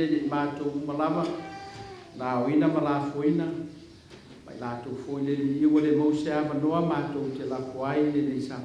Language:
Samoan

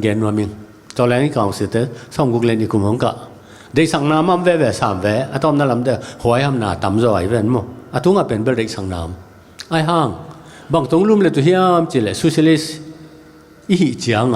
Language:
Tedim Chin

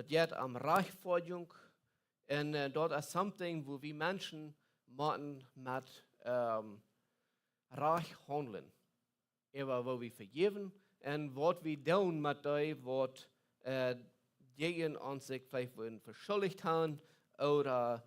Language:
Plautdietsch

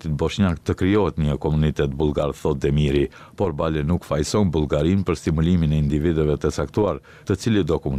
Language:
Albanian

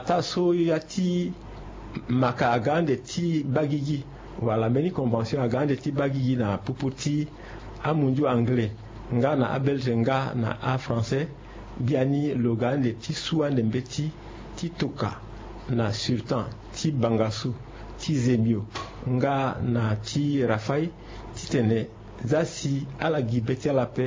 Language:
Sango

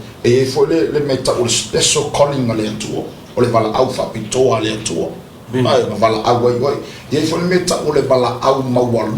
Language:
Samoan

